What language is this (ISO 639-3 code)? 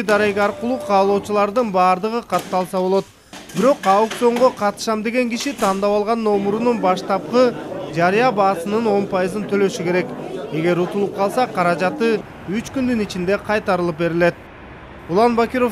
kir